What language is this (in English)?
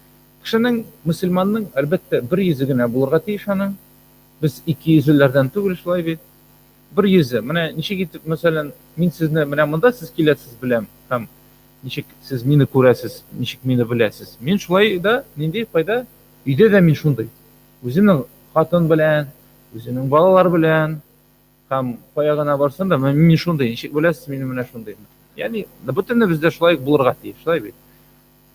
Tatar